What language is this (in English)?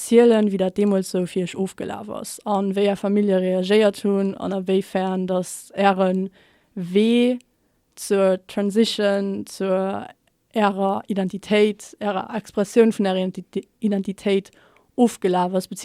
Luxembourgish